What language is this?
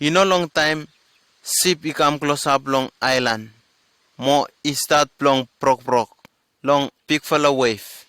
Bislama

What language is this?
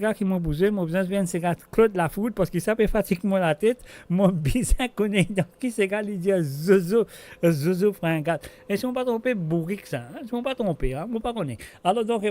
Morisyen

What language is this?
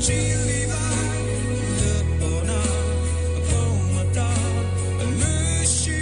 Poumei Naga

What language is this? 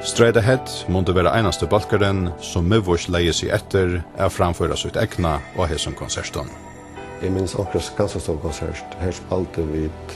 Faroese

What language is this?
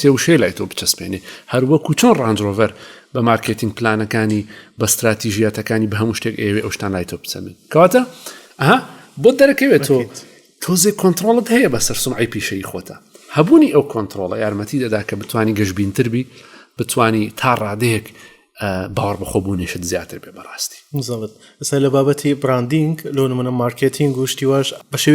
Central Kurdish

